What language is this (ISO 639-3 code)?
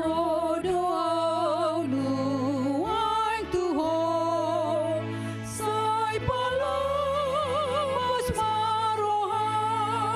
bbc